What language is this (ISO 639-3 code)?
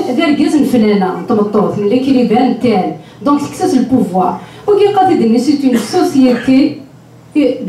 kab